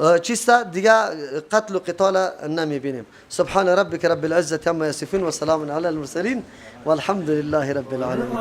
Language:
Persian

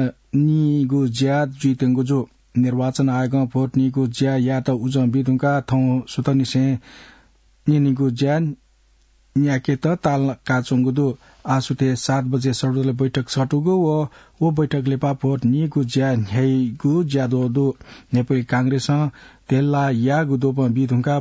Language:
Newari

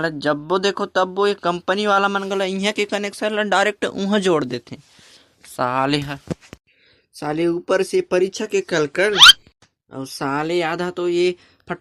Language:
Chhattisgarhi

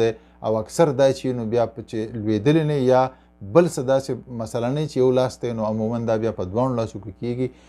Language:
Pashto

